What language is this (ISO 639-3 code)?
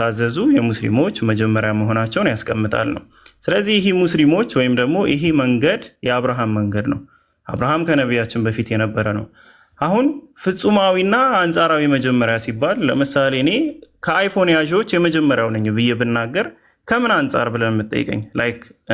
amh